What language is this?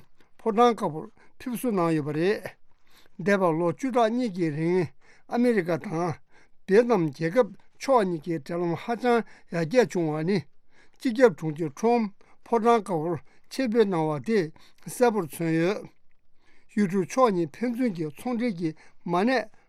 Tibetan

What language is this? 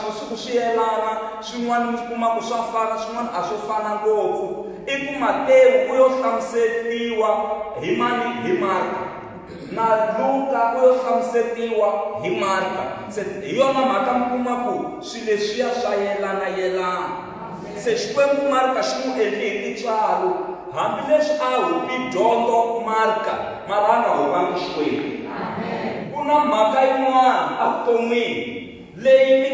Tsonga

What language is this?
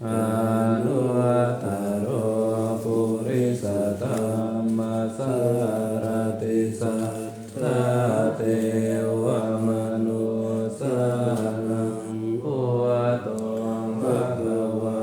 Pali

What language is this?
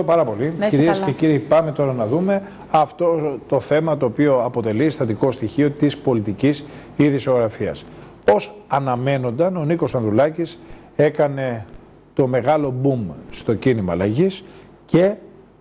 Greek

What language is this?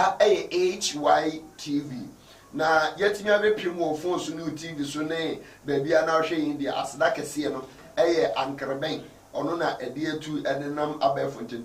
Akan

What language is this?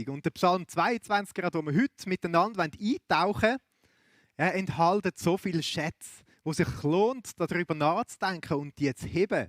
Swiss German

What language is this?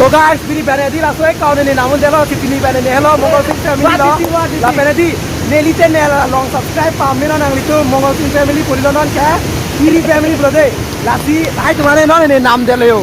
Karbi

